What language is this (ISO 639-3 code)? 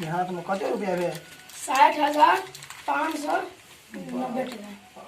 mai